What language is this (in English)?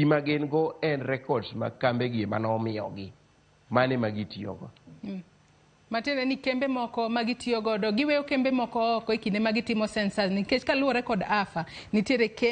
Luo (Kenya and Tanzania)